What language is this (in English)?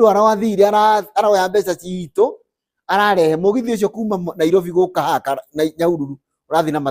Kikuyu